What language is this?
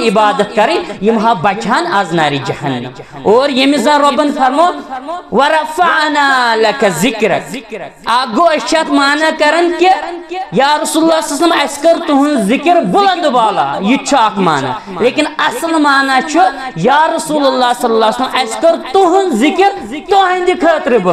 Kashmiri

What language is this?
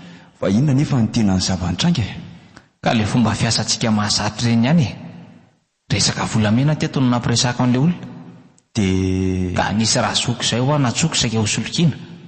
Malagasy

